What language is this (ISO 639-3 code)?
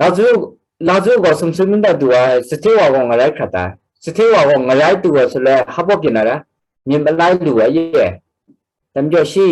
kac